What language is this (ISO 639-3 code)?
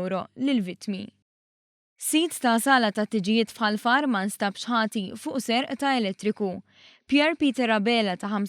mlt